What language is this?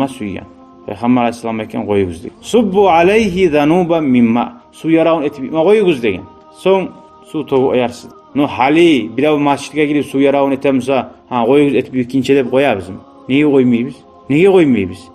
Kumyk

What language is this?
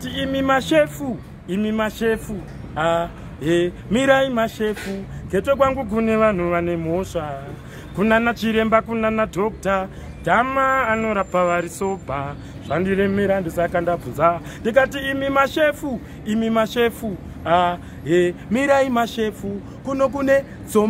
Shona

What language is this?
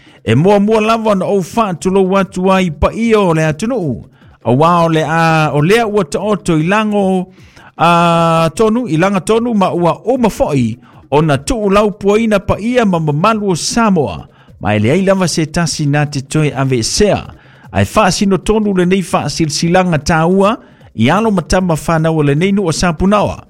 Samoan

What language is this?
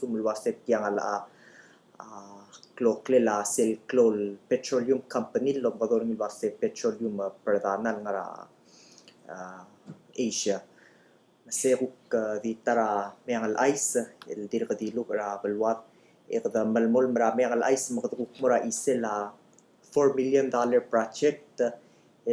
Palauan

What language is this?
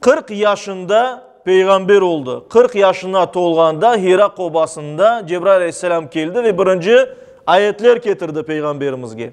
Crimean Tatar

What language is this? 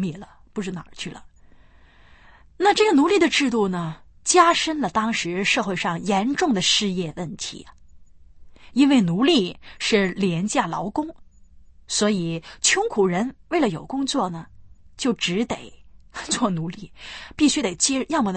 Chinese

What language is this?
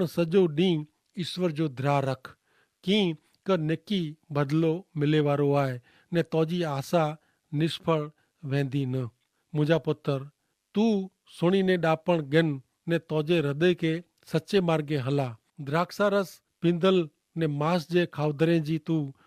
Kachhi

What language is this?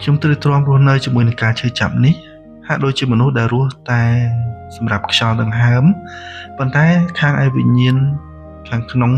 Khmer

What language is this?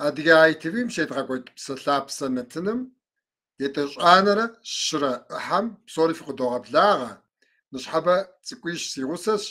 Kabardian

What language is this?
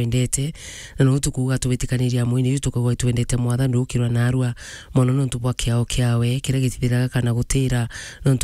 Meru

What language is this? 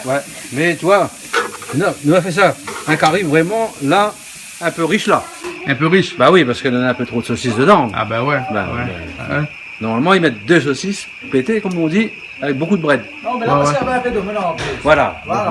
Réunion Creole French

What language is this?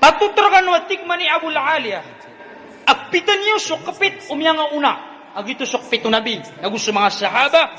Maranao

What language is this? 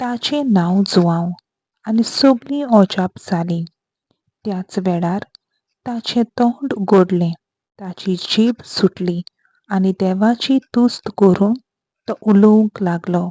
Konkani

